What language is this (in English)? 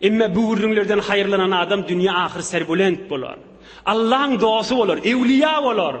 Turkmen